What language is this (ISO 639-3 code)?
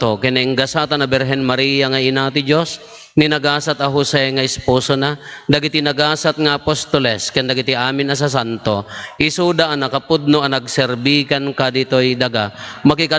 ilo